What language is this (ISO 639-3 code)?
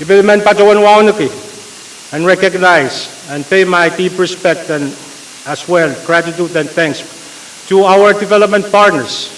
pon